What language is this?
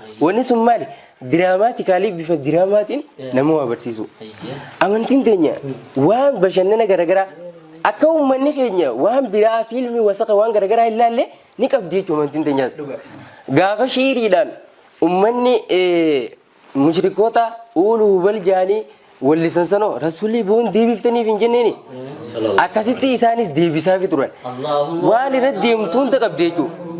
Oromo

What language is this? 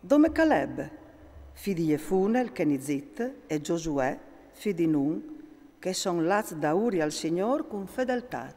Friulian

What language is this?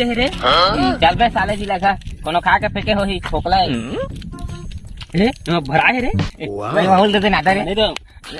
Chhattisgarhi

